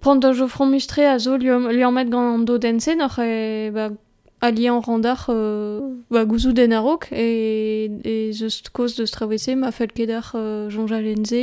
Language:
Breton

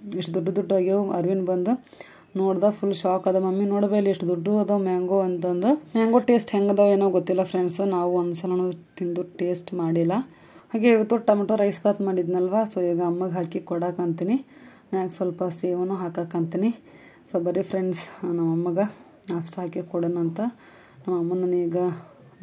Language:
Kannada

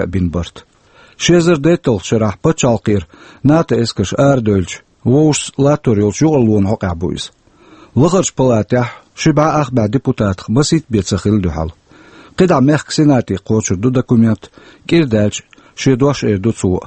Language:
Chechen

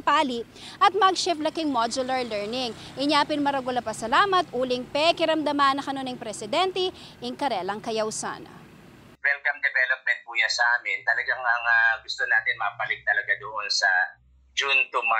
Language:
Pampanga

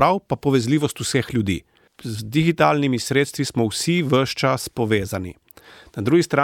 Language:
Slovenian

